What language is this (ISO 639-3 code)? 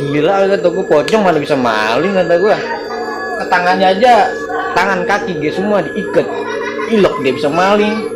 bew